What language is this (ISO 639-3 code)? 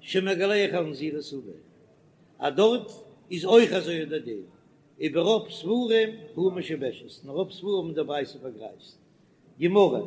yid